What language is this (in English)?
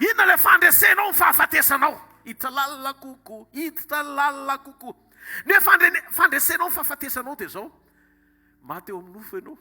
Malagasy